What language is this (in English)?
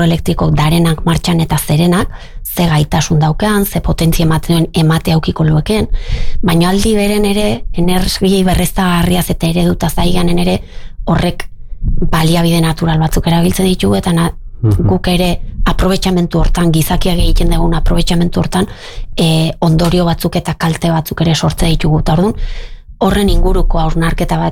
Basque